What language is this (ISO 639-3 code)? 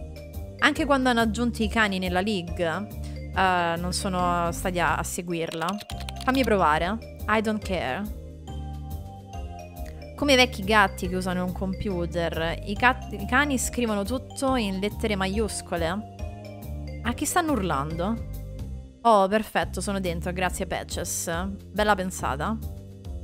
ita